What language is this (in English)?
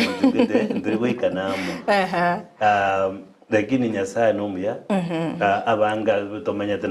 Gusii